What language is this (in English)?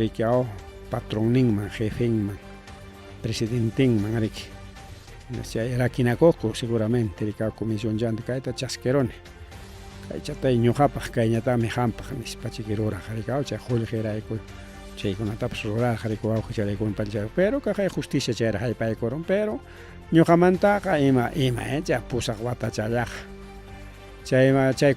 Ayacucho Quechua